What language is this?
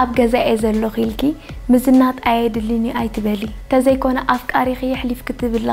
Tigrinya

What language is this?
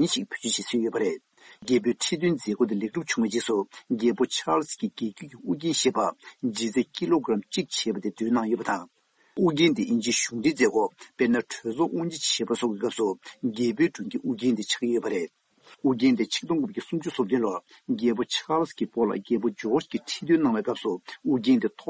Tibetan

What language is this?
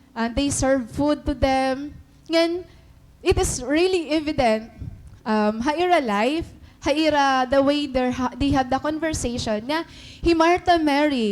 Waray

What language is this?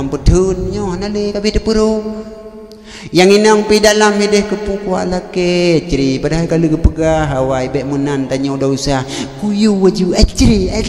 Achinese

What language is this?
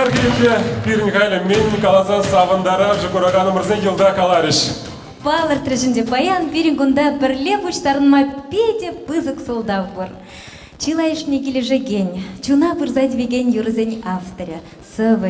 Chuvash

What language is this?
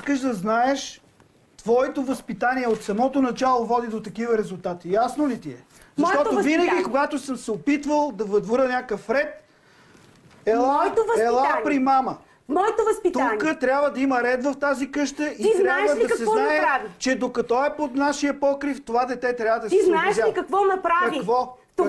Bulgarian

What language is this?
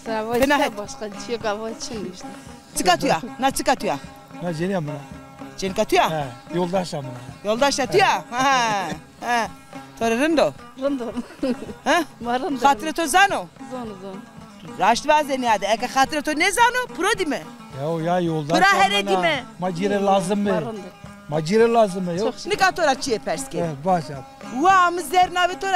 Zaza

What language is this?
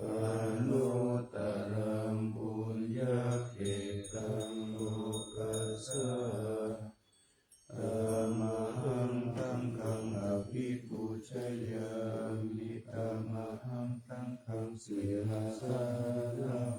Pali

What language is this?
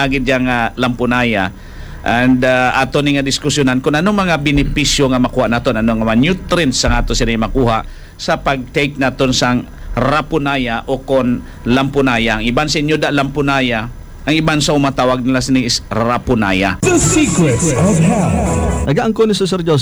Hiligaynon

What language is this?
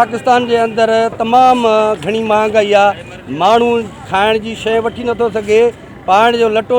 Sindhi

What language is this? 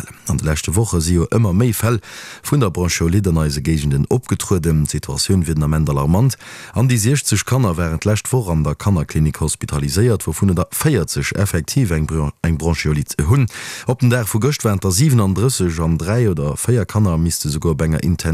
Luxembourgish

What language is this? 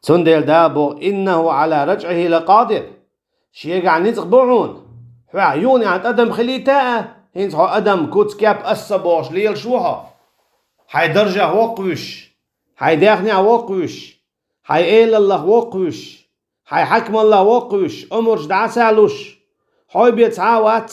Chechen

